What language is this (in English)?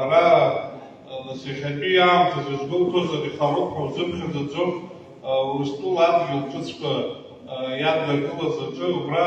Abkhazian